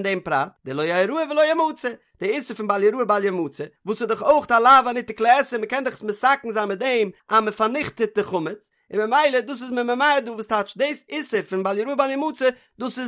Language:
Yiddish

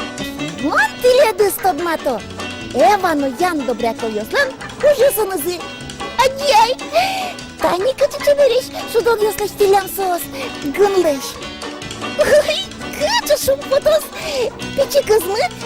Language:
Udmurt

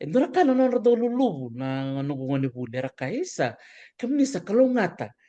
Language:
Fijian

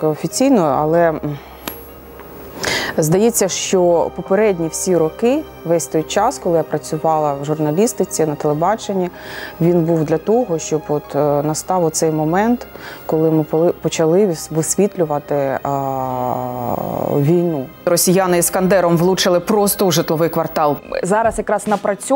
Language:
Ukrainian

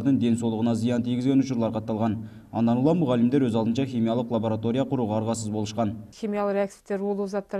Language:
Kyrgyz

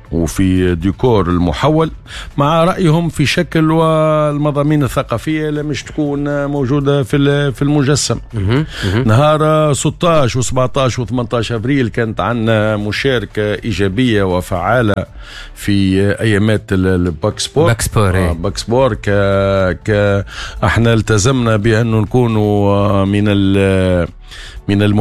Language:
Tunisian Arabic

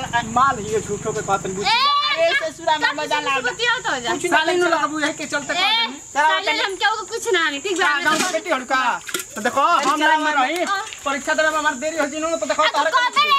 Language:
Bhojpuri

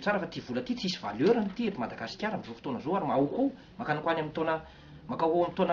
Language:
Malagasy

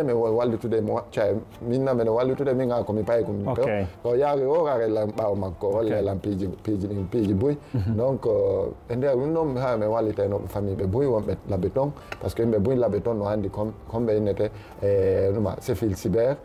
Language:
Fula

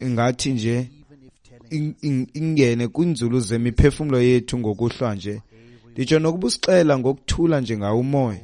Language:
Xhosa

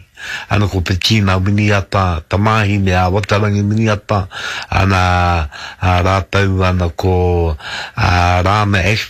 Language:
Māori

